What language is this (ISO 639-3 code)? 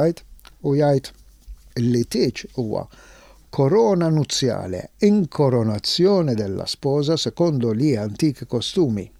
mlt